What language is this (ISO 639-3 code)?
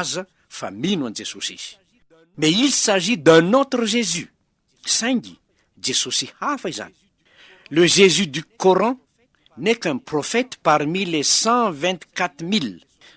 mlg